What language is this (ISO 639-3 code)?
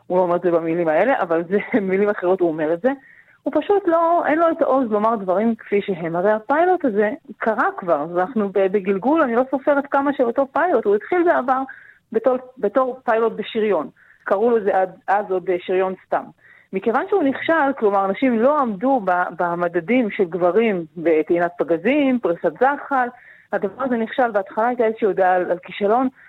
heb